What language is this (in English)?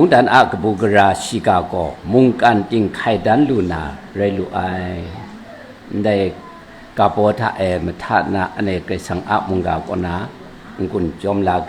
Kachin